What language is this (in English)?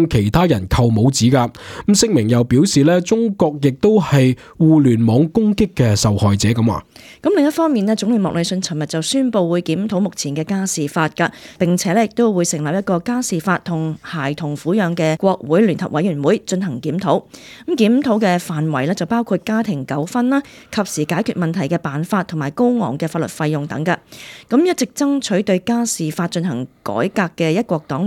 Cantonese